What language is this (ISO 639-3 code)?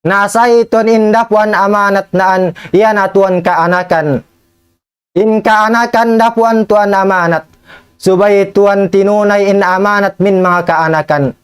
tsg